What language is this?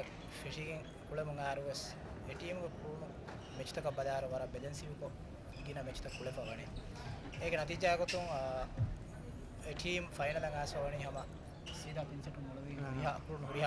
Divehi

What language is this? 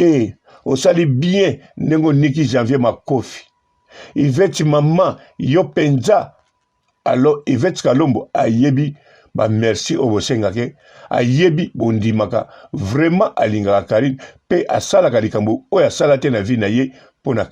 Lingala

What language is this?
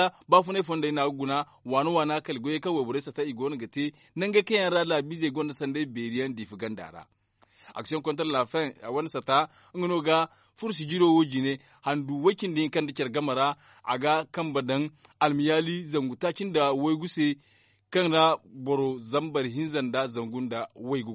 Zarma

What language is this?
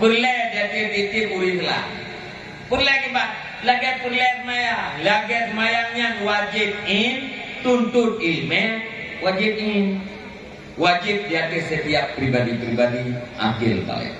Achinese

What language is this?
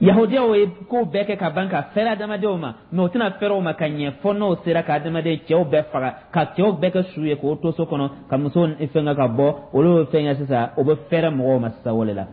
Dyula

